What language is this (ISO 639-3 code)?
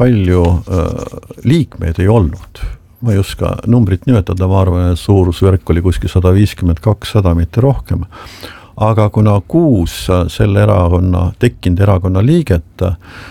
est